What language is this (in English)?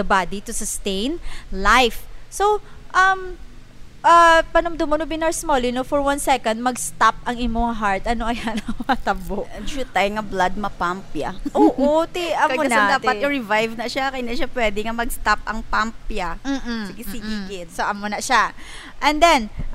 Hiligaynon